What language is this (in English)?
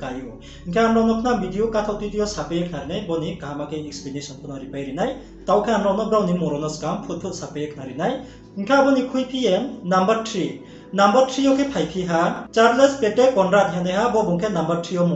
Riang (India)